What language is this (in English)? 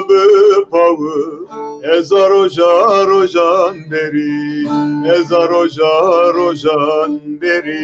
Zaza